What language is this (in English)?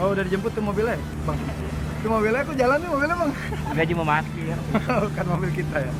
Betawi